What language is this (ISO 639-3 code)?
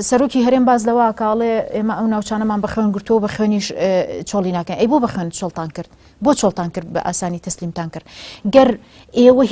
ckb